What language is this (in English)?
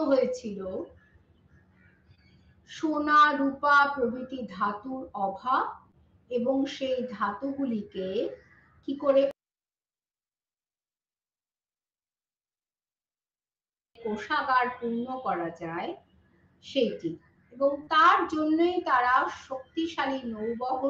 Bangla